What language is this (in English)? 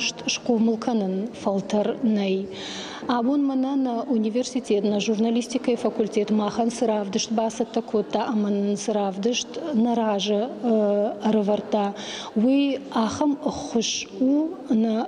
Ossetic